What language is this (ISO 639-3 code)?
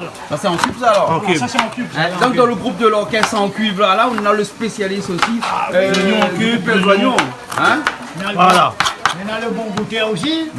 rcf